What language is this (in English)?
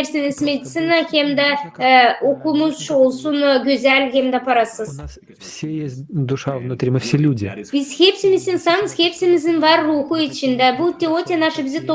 Gagauz